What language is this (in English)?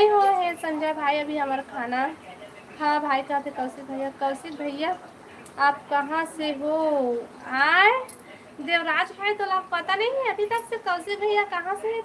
Chhattisgarhi